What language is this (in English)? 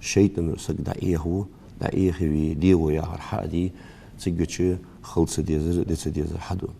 Ingush